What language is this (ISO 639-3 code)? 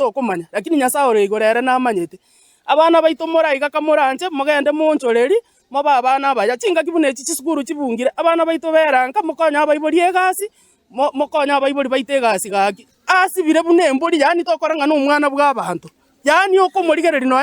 guz